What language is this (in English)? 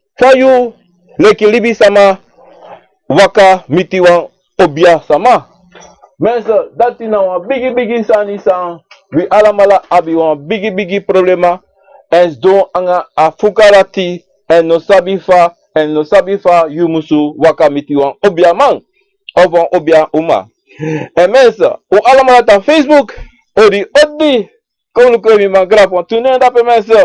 Sranan Tongo